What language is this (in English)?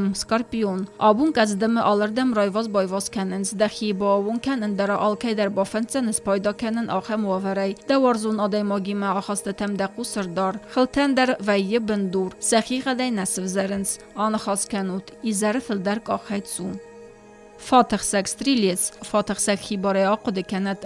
Ossetic